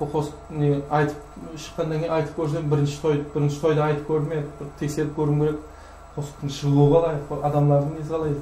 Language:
Kara-Kalpak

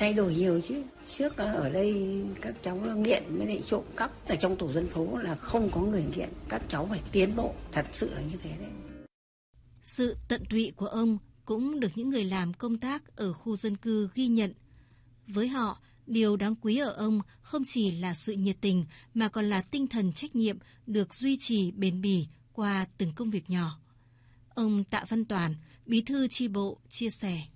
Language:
Vietnamese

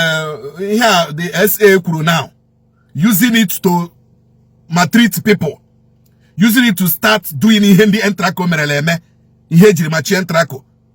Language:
Igbo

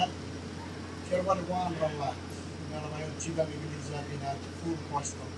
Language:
Marshallese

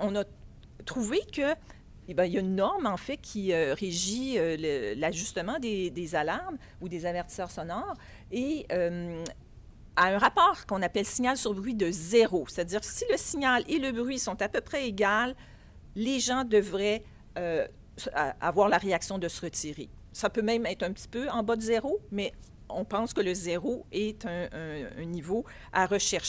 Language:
French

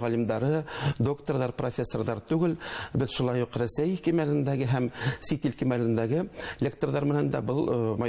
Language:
Bashkir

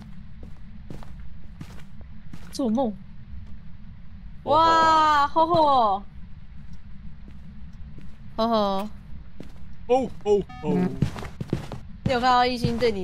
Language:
Chinese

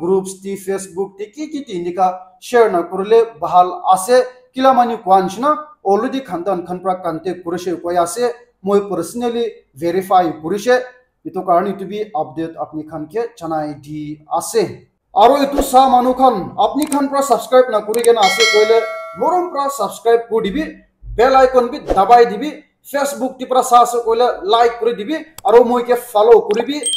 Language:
Naga Pidgin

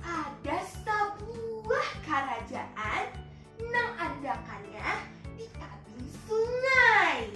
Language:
Banjar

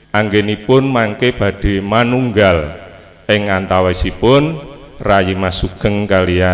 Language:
Javanese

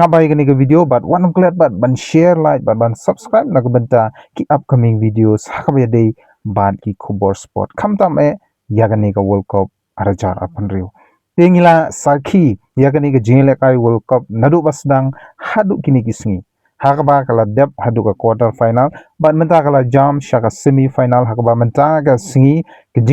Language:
Khasi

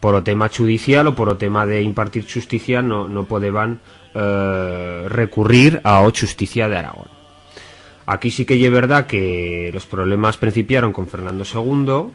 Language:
Aragonese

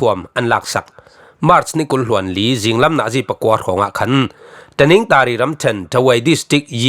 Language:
Falam Chin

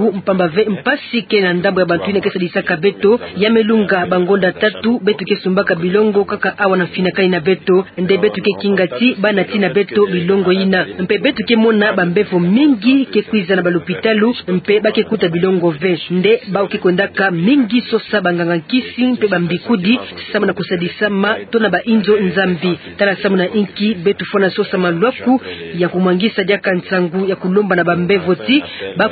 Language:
Kituba (Democratic Republic of Congo)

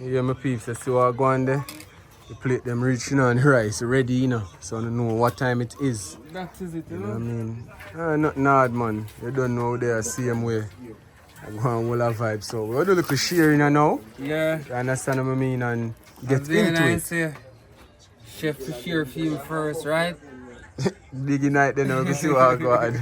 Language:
Jamaican Creole English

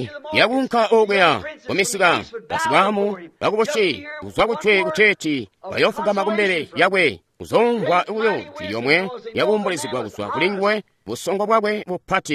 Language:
Tonga (Zambia)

